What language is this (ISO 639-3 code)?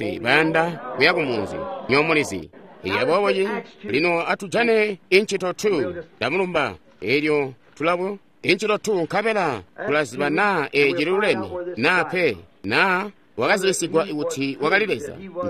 toi